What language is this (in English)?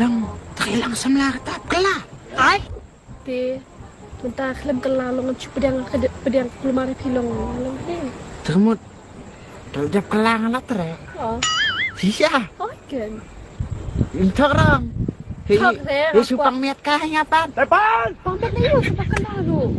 Khasi